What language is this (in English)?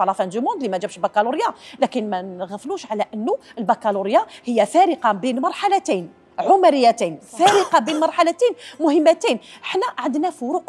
Algerian Arabic